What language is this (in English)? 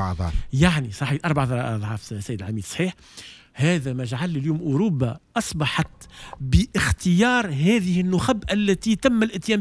Tunisian Arabic